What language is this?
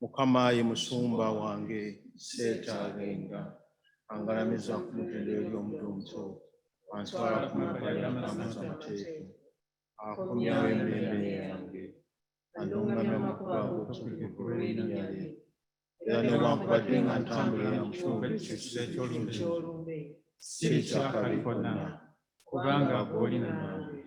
Ganda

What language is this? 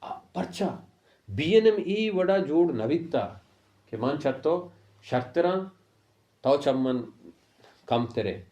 Baluchi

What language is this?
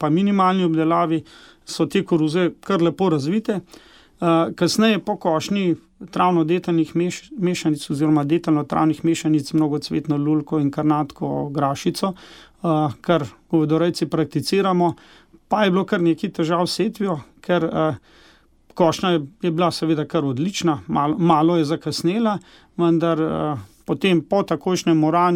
Slovenian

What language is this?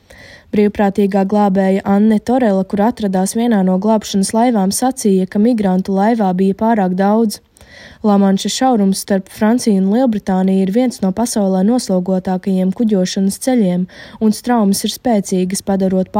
Latvian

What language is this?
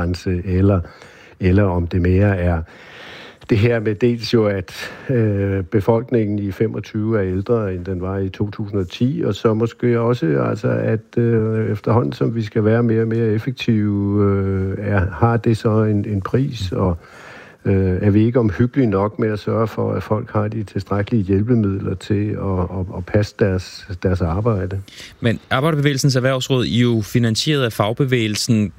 Danish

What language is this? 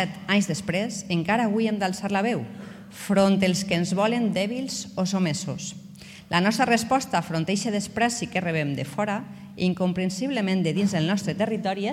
Catalan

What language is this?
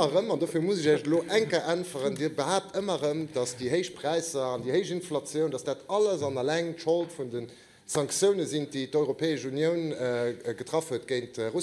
Luxembourgish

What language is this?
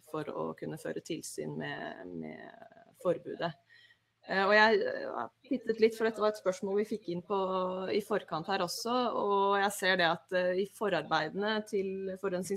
Norwegian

